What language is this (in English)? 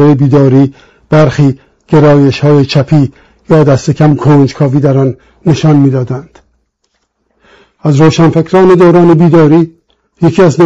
Persian